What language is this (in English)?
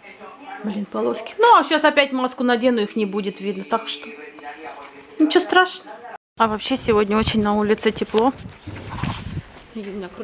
Russian